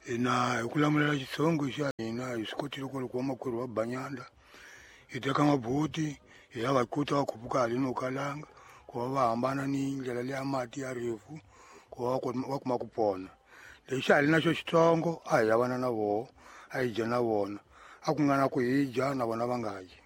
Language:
Tsonga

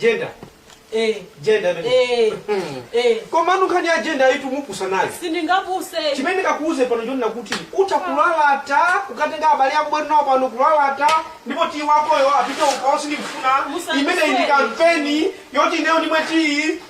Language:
Nyanja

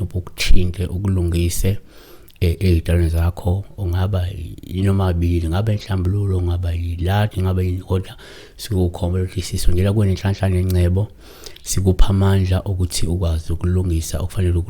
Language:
Zulu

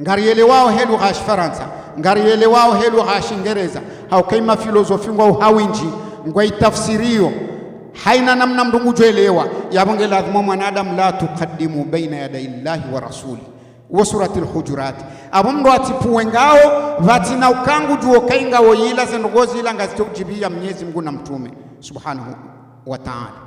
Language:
Ngazidja Comorian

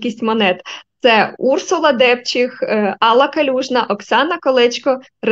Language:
Ukrainian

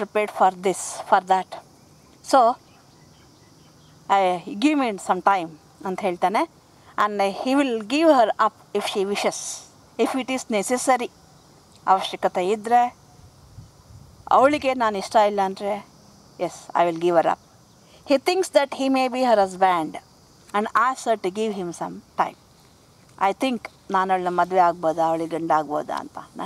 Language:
Kannada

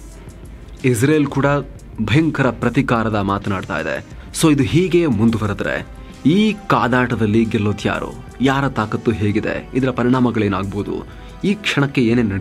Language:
Kannada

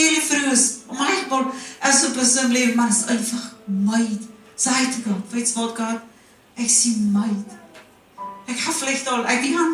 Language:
Plautdietsch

